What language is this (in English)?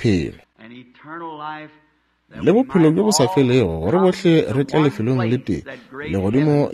Northern Sotho